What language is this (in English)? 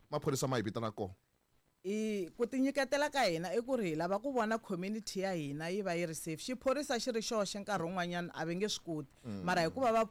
Tsonga